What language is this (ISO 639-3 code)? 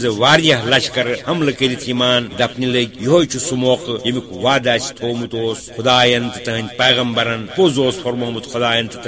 kas